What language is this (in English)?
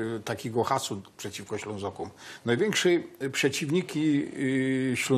Silesian